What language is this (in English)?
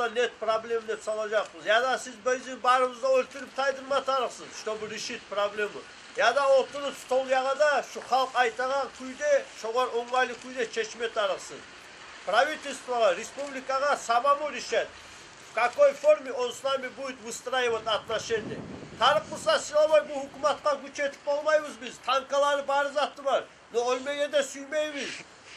Kumyk